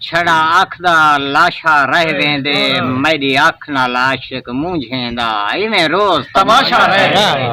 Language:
Saraiki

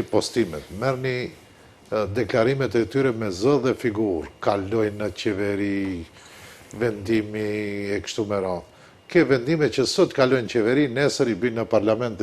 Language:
Albanian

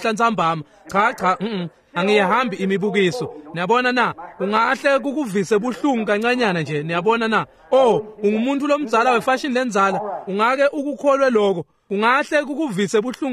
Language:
Swati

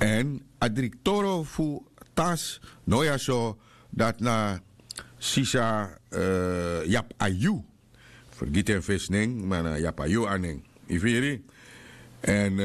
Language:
Sranan Tongo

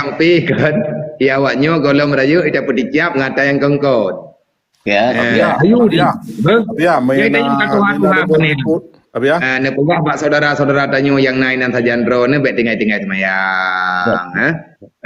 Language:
Achinese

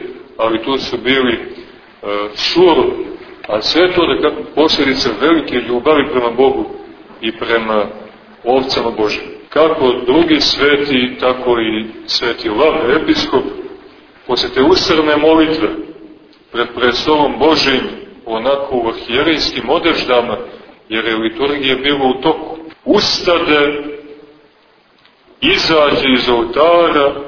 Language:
Serbian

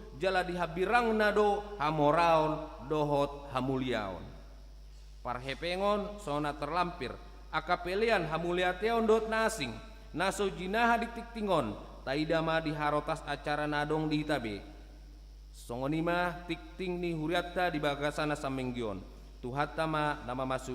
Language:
Batak Toba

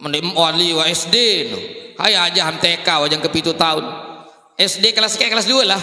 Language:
Sasak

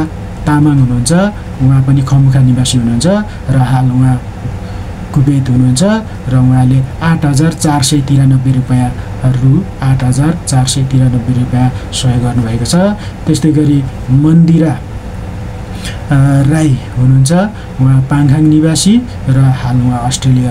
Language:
Nepali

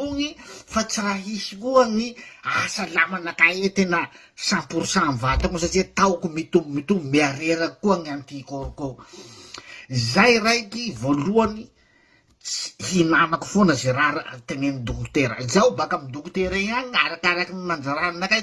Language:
Malagasy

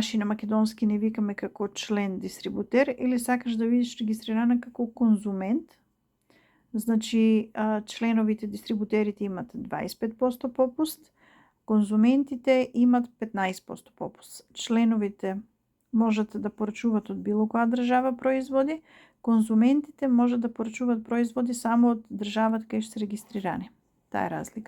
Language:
Macedonian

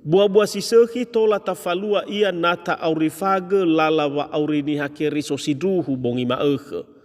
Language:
Nias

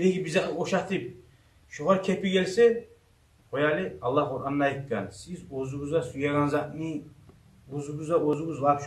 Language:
Kumyk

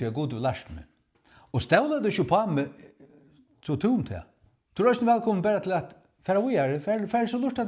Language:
Faroese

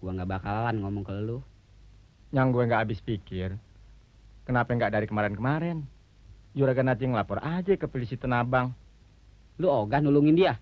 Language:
Betawi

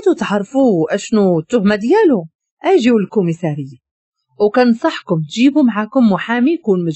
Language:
Moroccan Arabic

